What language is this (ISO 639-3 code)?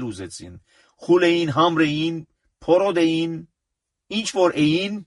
hye